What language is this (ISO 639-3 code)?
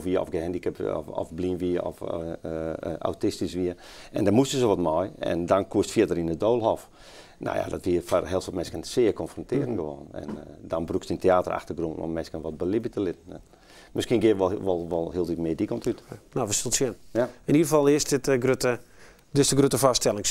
fry